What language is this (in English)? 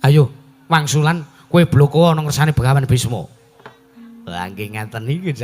Javanese